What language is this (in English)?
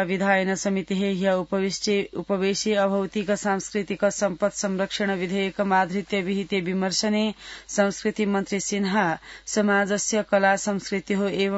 Sanskrit